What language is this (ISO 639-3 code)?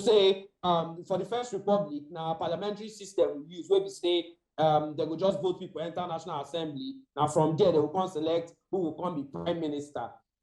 pcm